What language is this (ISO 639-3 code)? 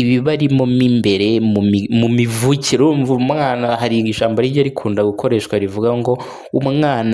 kin